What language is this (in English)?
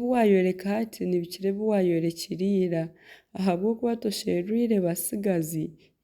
Nyankole